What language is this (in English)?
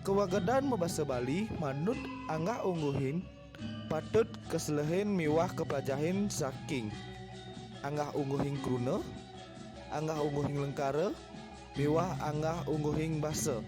Balinese